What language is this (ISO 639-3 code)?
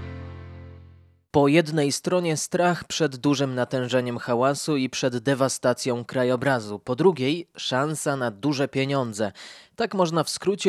pol